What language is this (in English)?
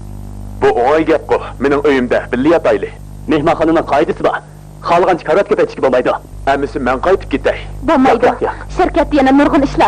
Uyghur